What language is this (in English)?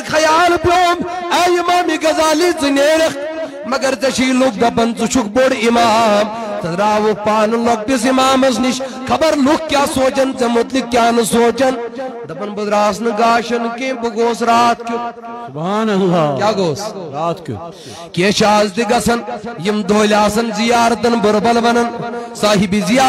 Kashmiri